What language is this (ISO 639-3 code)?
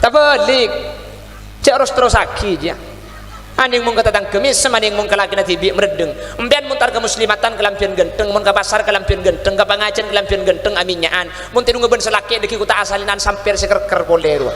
mad